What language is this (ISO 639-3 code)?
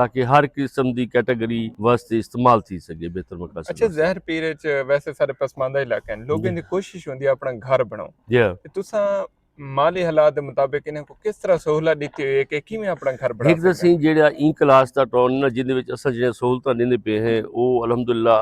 skr